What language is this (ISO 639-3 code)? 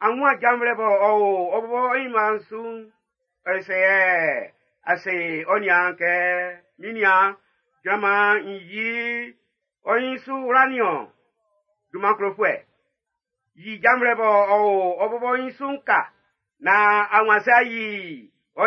bci